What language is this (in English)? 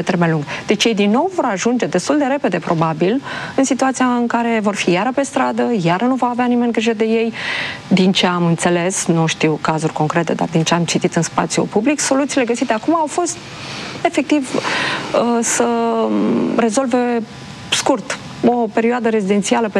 Romanian